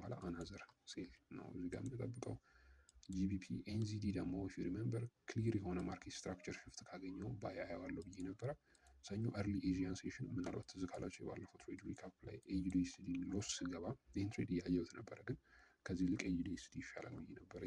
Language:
Amharic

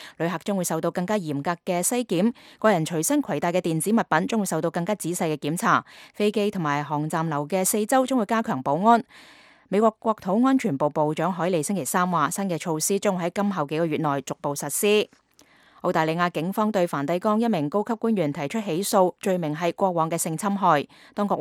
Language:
Cantonese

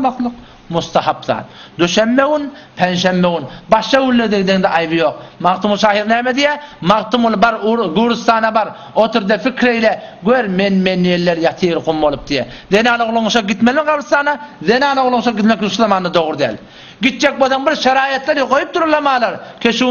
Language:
Turkmen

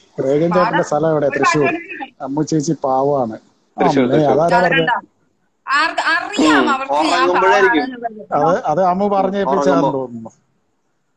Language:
Malayalam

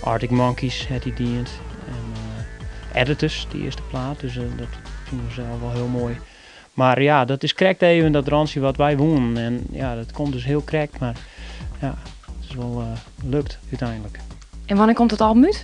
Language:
Western Frisian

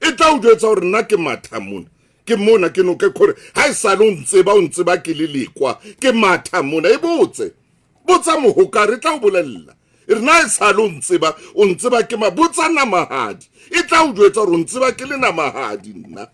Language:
Southern Sotho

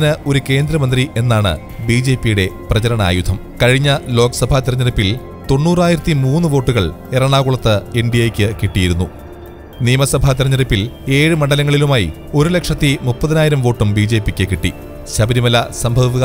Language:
Malayalam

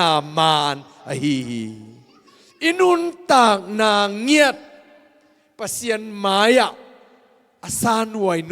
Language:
Tedim Chin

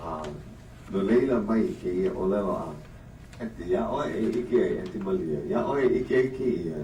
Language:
Hawaiian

